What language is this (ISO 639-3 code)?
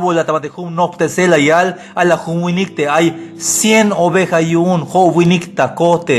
tzh